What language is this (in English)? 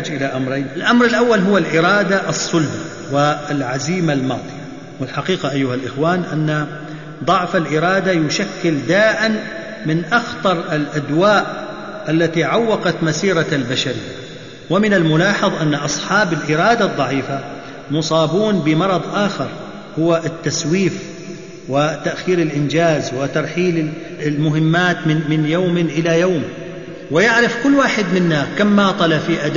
Arabic